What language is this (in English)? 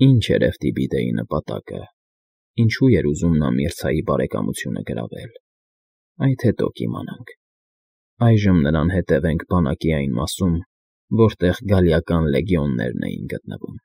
Armenian